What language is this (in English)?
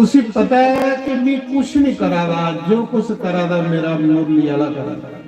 Dogri